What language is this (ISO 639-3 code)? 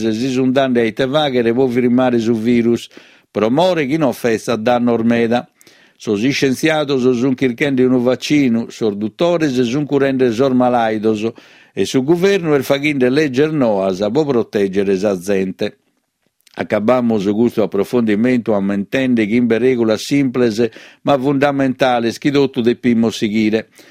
srd